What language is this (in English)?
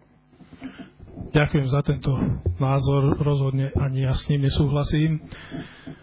Slovak